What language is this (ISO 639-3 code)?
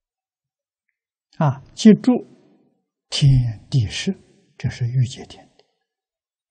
zho